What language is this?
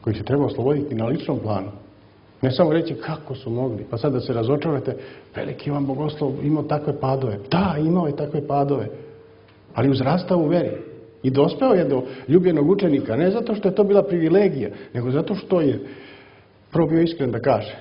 Serbian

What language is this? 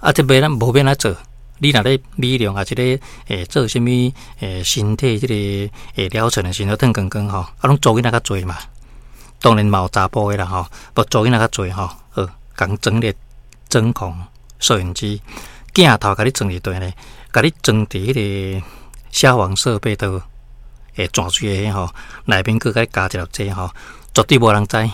Min Nan Chinese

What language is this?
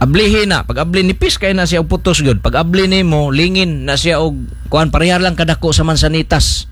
Cebuano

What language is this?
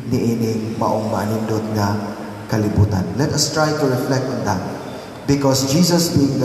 Cebuano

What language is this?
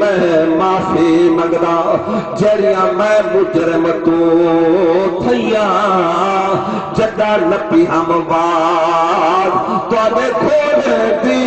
Saraiki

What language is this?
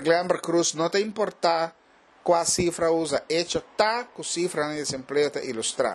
Papiamento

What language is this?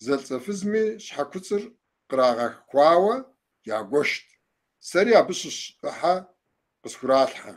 Kabardian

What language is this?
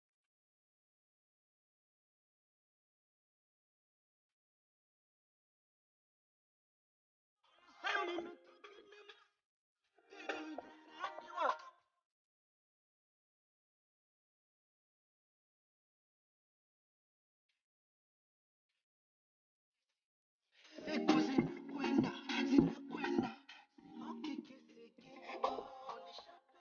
Swahili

